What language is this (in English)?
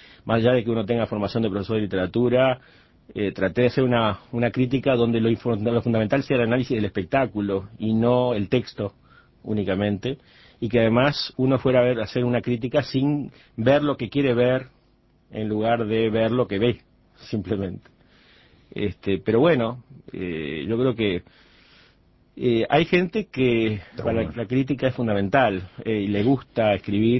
Spanish